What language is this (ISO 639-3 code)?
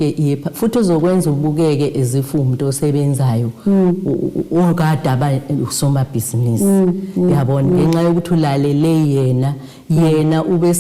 zul